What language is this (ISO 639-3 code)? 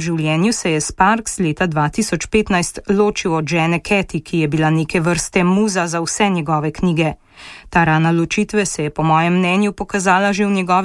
slv